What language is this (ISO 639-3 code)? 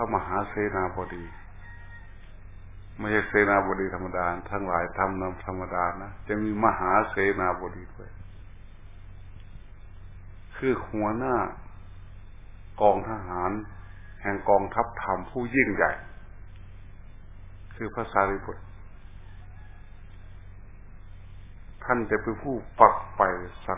tha